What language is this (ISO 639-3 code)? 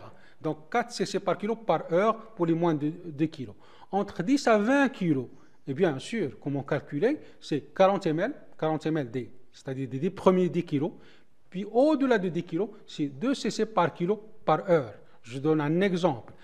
fra